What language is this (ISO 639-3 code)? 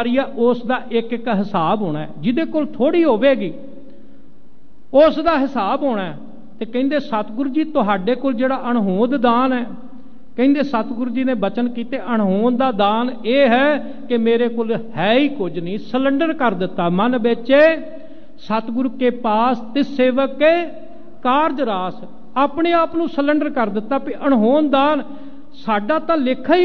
pan